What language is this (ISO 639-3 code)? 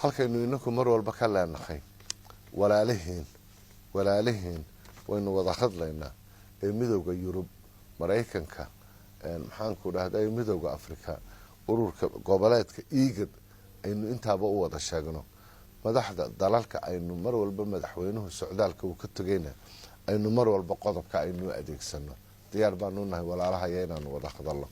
som